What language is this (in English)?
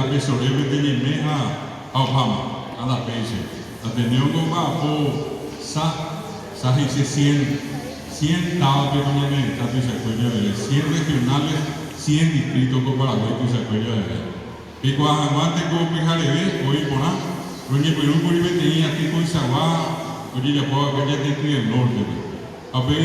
Guarani